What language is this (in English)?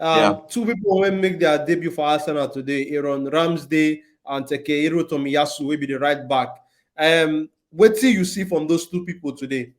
Nigerian Pidgin